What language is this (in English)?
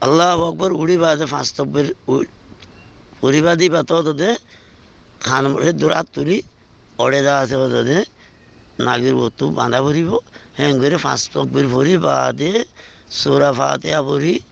Rohingya